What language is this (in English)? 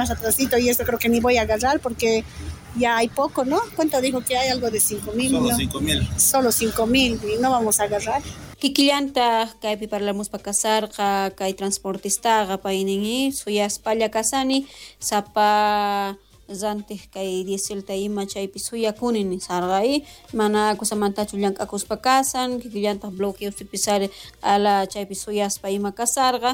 South Bolivian Quechua